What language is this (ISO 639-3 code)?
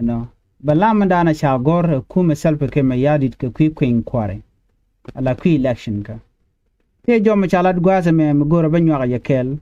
nus